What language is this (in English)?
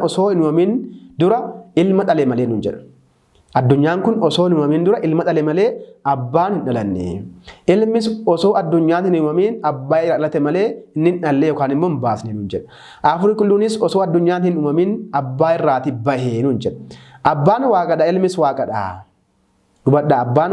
Oromo